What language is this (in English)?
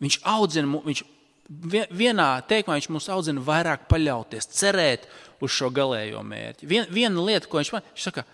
Latvian